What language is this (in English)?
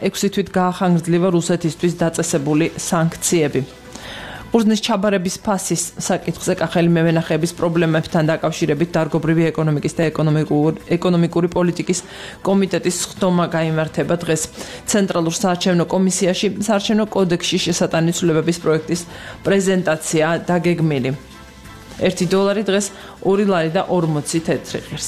Georgian